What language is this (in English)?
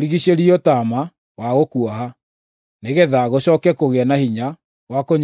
Kikuyu